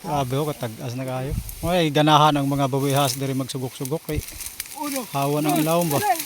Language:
Cebuano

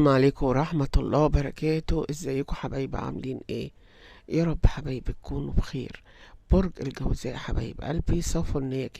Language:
Egyptian Arabic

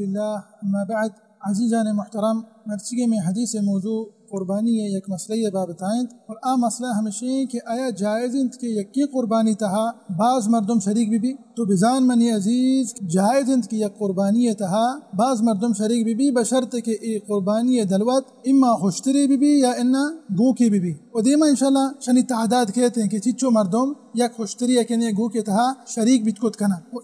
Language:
Baluchi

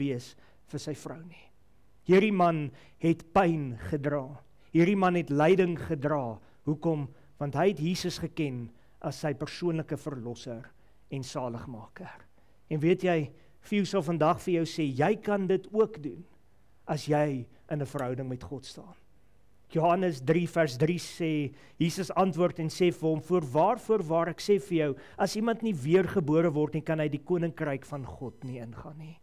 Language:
Afrikaans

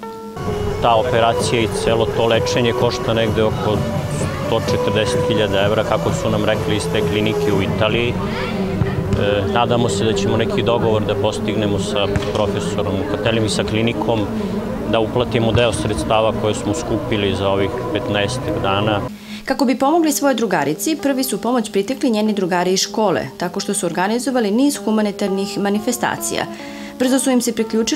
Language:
Serbian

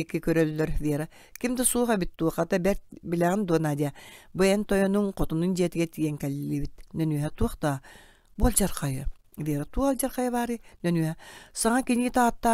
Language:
Yakut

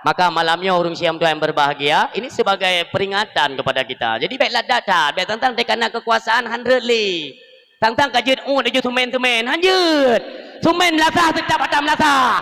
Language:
Achinese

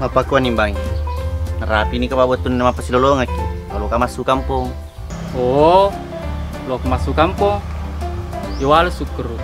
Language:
Buginese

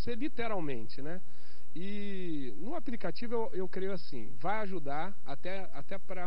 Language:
Portuguese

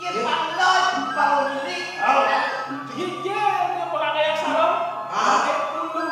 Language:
Balinese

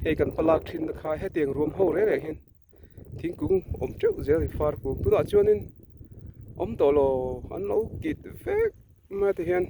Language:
Mizo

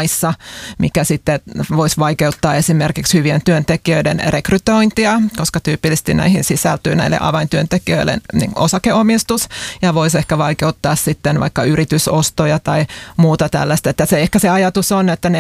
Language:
Finnish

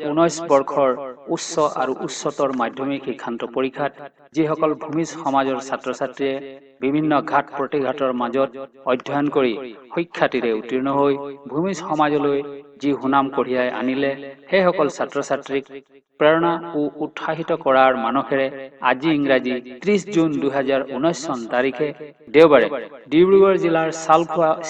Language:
Assamese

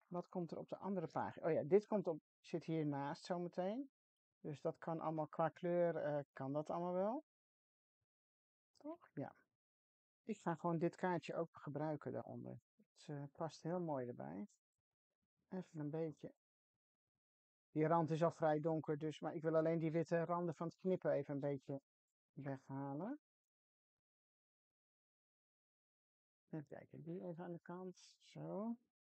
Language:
Dutch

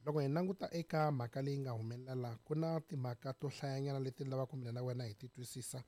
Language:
Tsonga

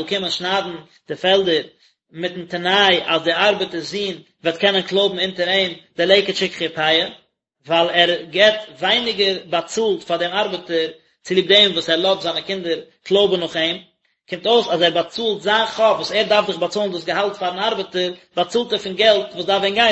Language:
Yiddish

